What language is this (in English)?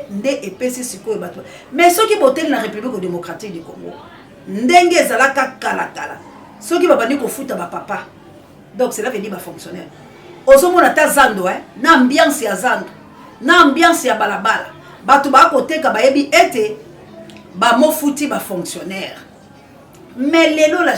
Lingala